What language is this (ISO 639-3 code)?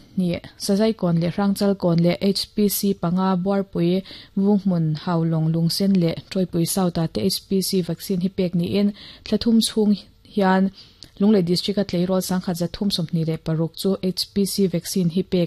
lus